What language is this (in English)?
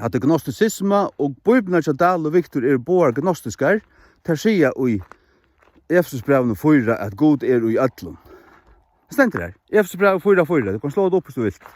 Faroese